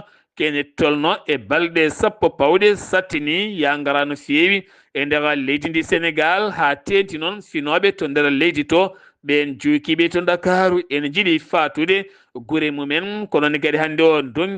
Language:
Fula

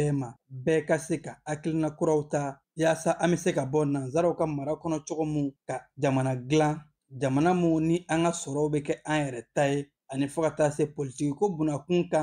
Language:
Bambara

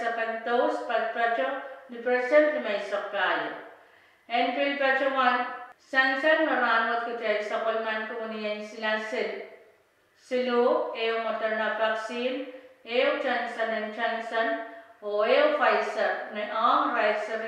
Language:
Pohnpeian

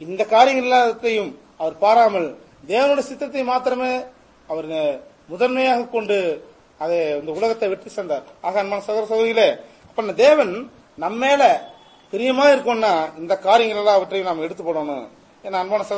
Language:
Tamil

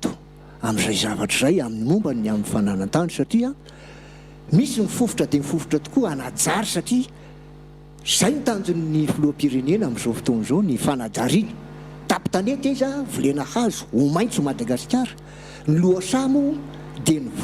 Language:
Malagasy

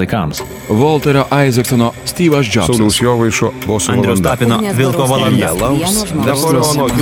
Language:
Lithuanian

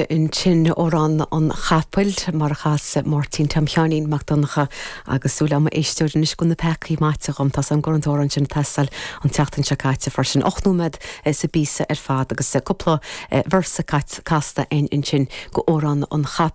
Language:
Irish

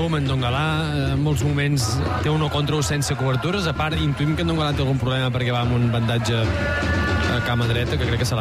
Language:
Catalan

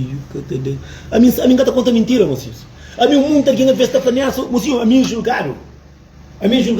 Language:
Kabuverdianu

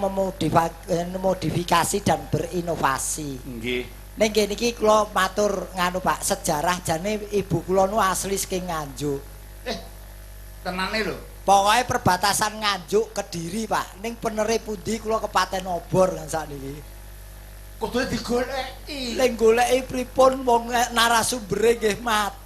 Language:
Javanese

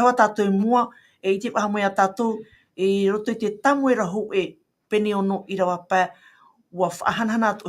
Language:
Tahitian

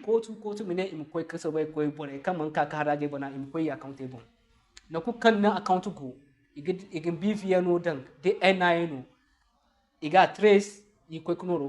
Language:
Zarma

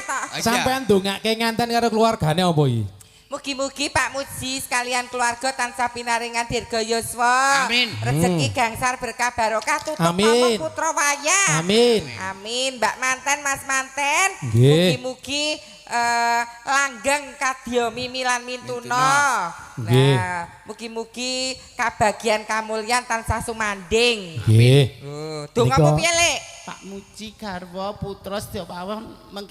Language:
Javanese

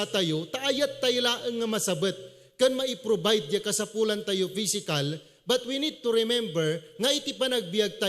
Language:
Iloko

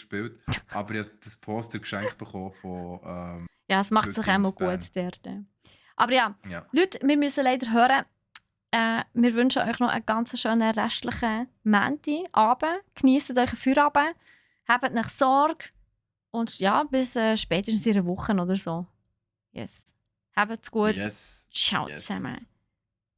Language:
Swiss German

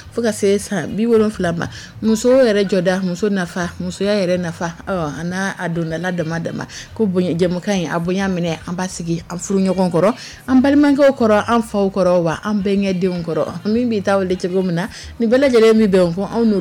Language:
Dyula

